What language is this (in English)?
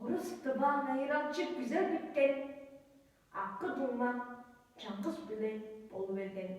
Tuvinian